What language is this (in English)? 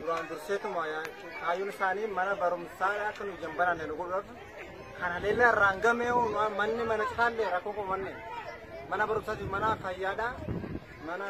Oromo